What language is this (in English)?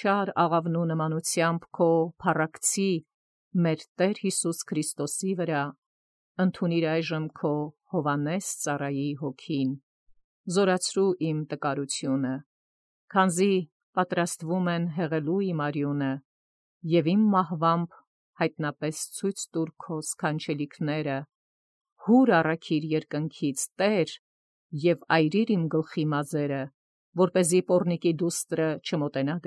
Armenian